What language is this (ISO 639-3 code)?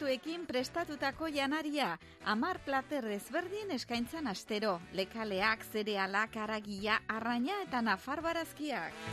eus